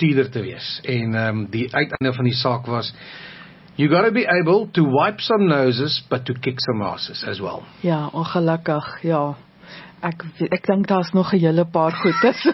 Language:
Afrikaans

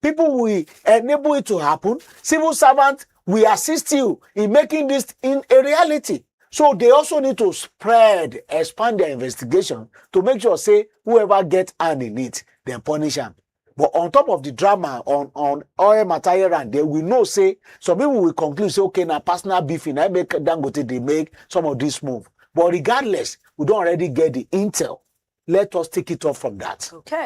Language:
Nigerian Pidgin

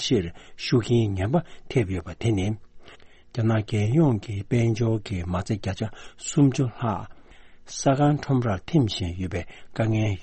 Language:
Tibetan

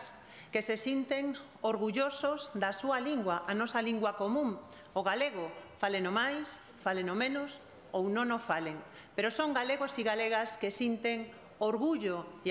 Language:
Galician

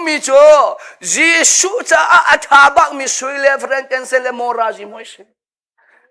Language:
Hakha Chin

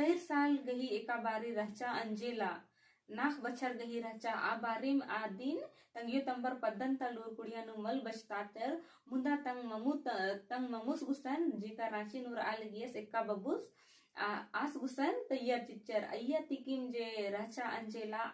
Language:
Kurukh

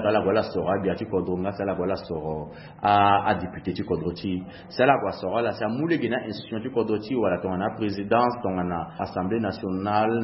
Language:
Sango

